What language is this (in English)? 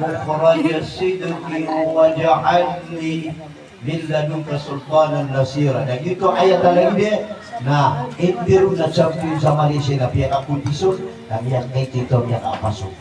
Maranao